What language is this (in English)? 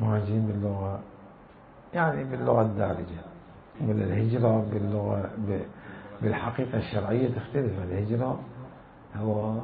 Mesopotamian Arabic